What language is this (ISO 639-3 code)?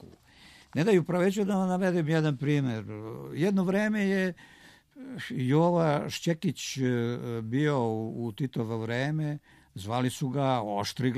srp